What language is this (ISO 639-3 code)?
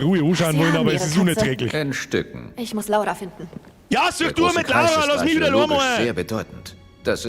bar